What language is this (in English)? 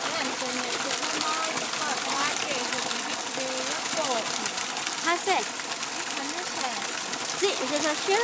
Totontepec Mixe